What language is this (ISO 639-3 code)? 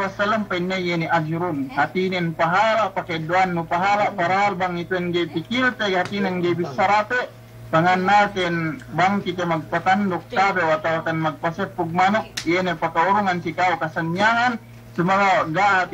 yka